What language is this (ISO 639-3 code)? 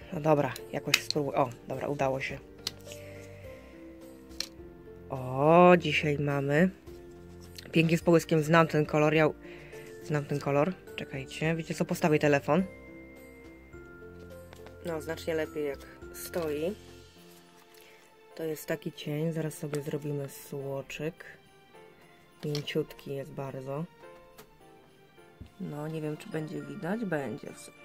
pol